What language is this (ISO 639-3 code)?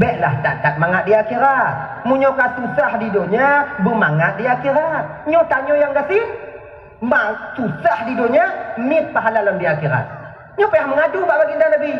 ace